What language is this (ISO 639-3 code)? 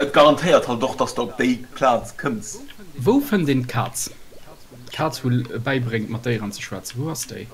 ltz